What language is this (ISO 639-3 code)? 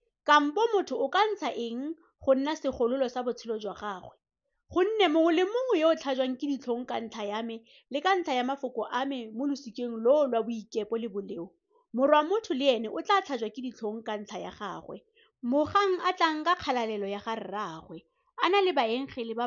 tsn